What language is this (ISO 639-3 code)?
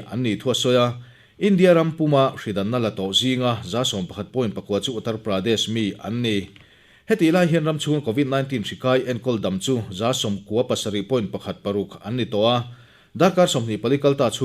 lus